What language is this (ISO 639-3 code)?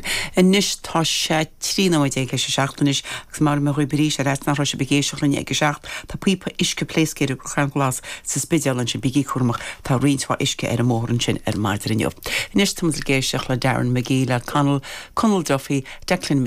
gle